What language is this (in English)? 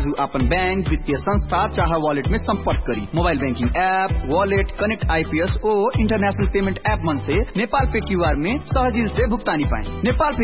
Bhojpuri